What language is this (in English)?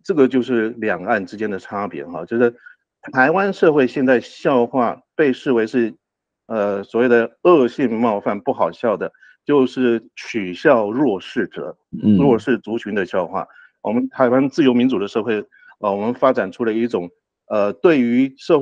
Chinese